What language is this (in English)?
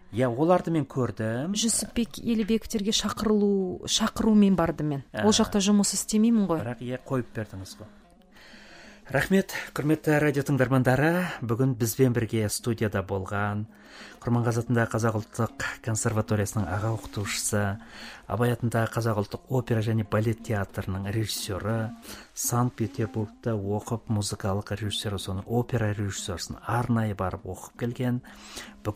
Kazakh